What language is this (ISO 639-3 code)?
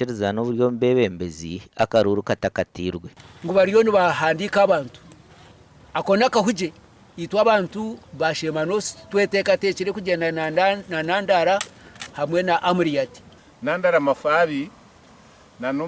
nyn